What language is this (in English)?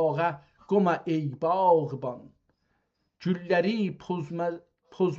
South Azerbaijani